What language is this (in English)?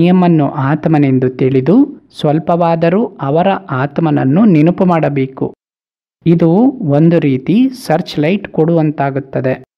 Kannada